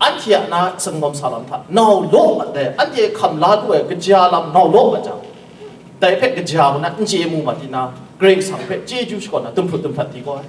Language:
Kachin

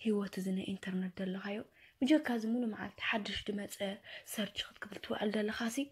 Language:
Tigrinya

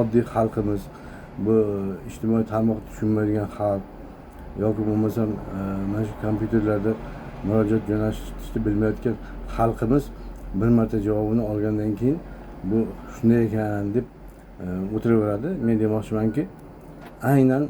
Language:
Uzbek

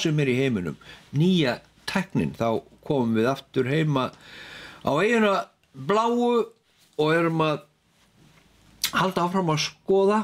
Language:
Icelandic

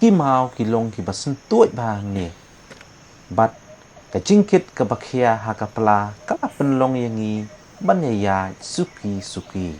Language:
Khasi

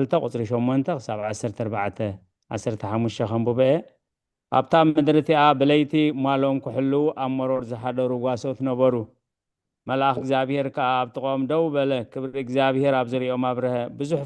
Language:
Tigrinya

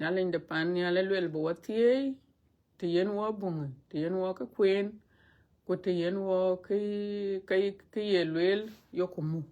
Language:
Dinka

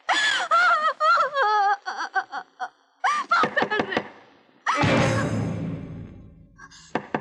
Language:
Kannada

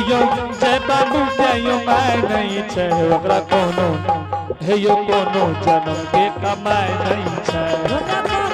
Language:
Angika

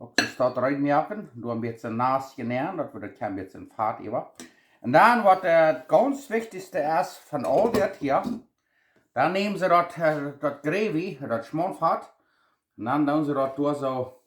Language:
Plautdietsch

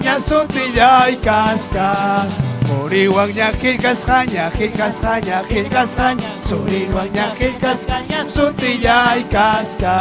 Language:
Ayacucho Quechua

